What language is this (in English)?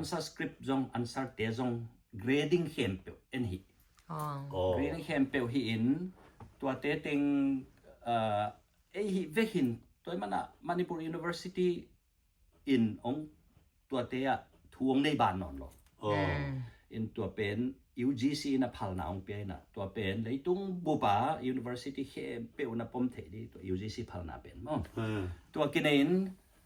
Tedim Chin